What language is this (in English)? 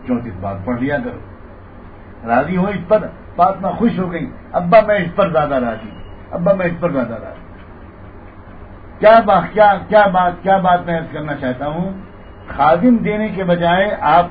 Urdu